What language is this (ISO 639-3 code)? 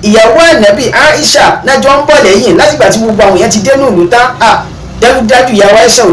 yor